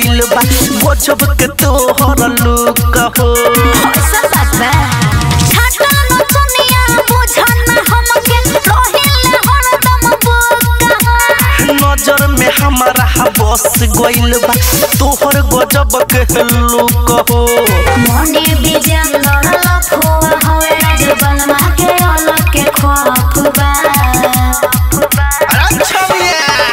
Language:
Bhojpuri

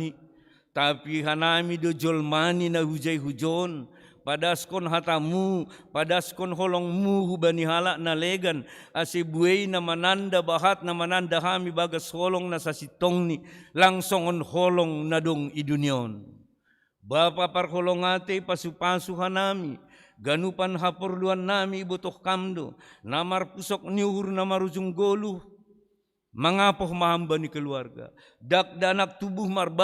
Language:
Batak Simalungun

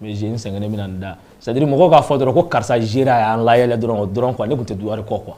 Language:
Bambara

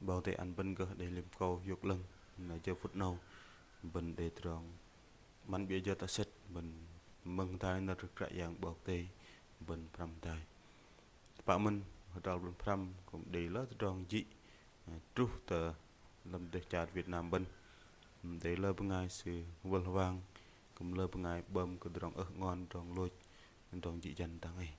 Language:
Bahnar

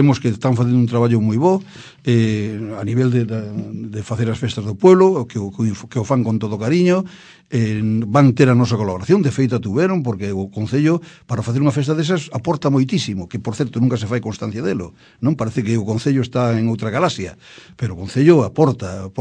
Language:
Galician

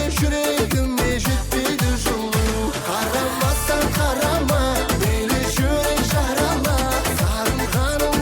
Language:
Kara-Kalpak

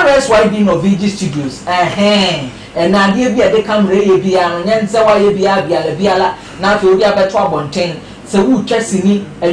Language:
Akan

